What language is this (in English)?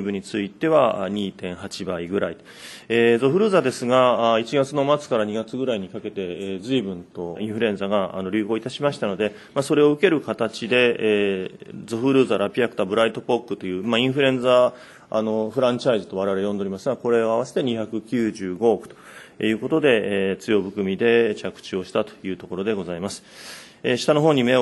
Japanese